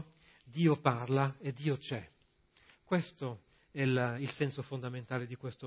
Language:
Italian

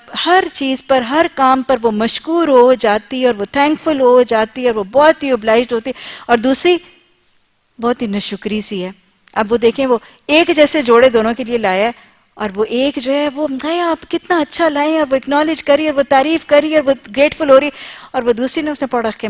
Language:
Urdu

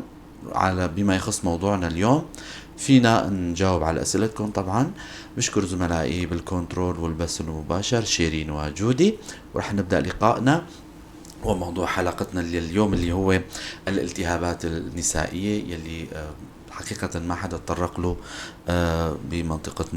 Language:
North Levantine Arabic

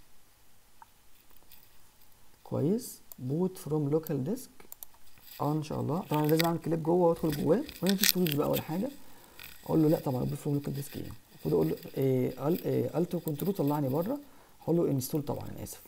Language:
Egyptian Arabic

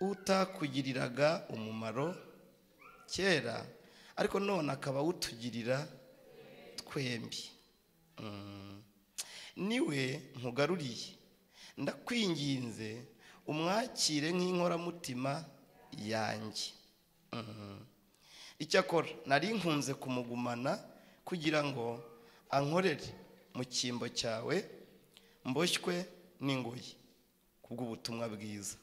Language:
Kinyarwanda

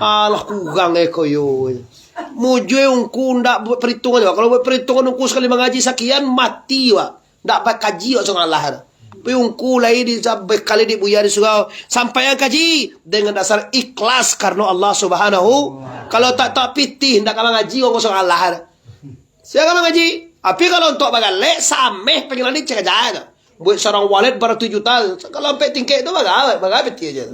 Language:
Minangkabau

